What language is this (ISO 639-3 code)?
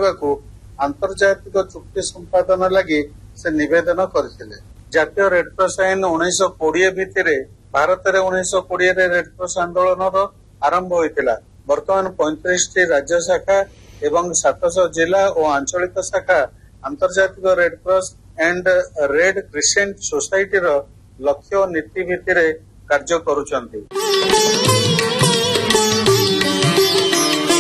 ori